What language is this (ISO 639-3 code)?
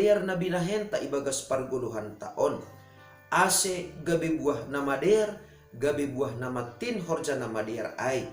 bts